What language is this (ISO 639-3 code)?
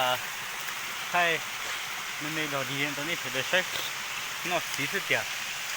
hmn